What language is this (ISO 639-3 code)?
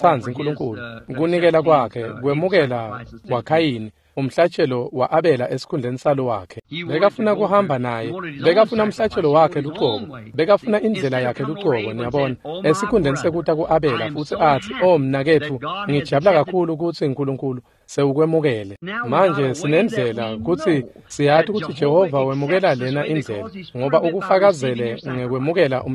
ssw